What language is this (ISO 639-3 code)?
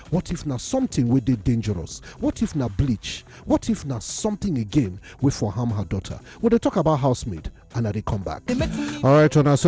pcm